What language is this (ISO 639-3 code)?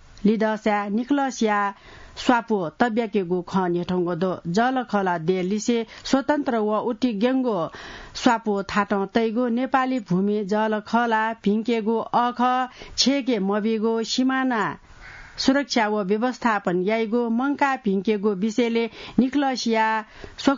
new